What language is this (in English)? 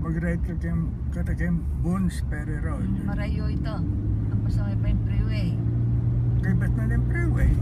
Pampanga